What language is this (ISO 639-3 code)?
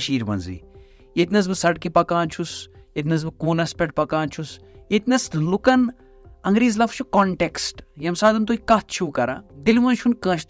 kas